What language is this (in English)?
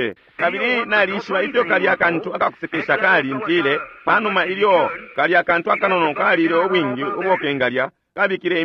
Bemba